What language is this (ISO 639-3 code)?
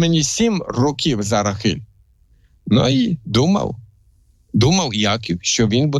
ukr